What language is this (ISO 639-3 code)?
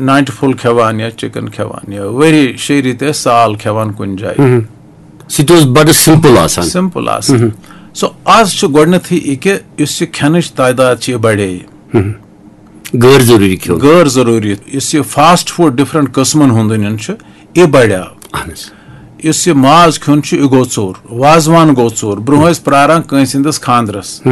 kas